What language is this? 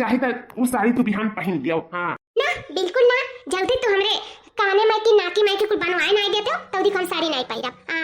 Awadhi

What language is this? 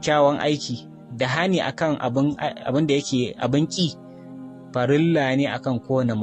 Hausa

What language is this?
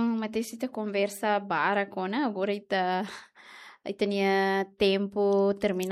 Tetum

